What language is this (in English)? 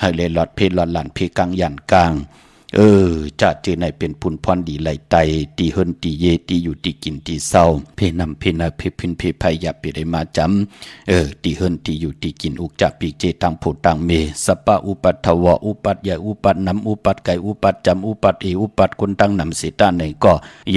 Shan